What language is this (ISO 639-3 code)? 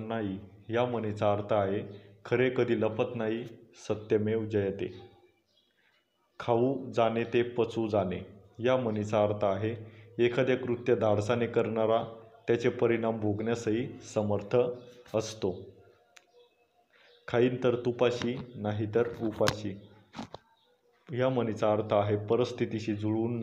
mar